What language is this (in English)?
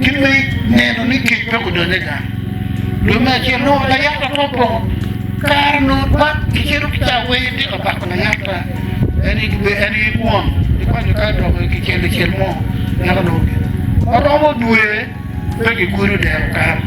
Acoli